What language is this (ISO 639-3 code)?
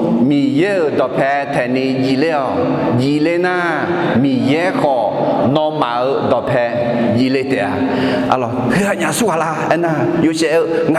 ahk